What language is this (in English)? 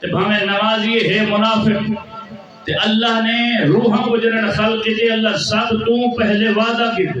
Saraiki